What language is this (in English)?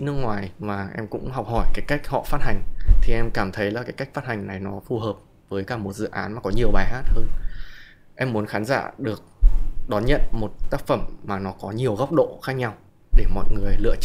Vietnamese